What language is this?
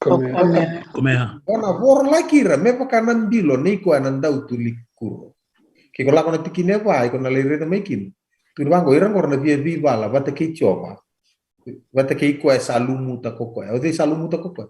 Fijian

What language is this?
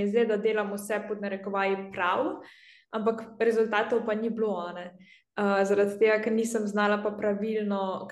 Slovenian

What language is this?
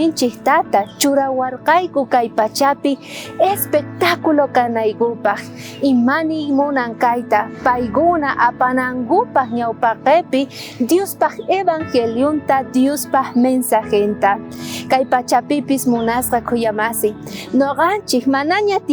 South Bolivian Quechua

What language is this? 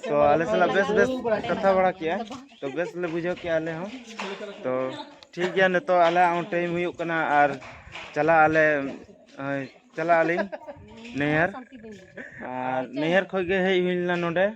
Santali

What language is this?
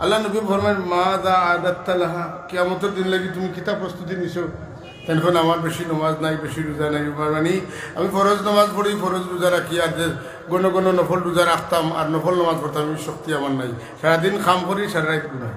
Sylheti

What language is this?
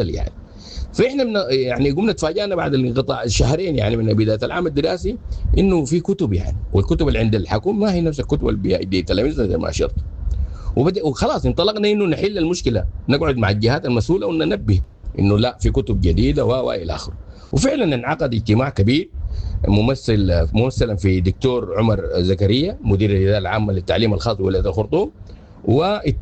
Sudanese Arabic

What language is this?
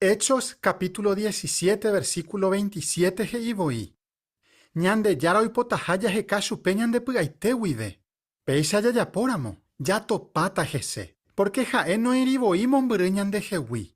Guarani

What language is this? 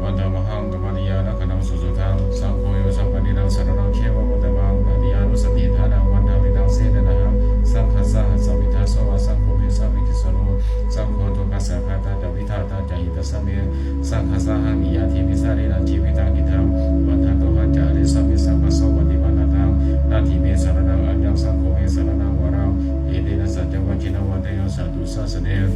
Pali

